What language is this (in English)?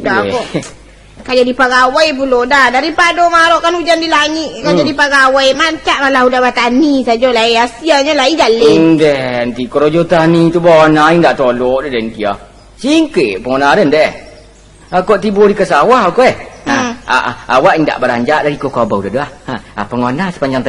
Minangkabau